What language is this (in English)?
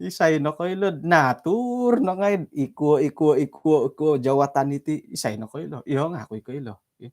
Central Dusun